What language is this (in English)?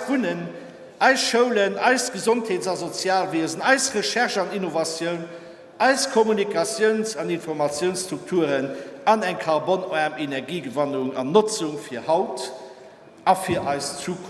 Luxembourgish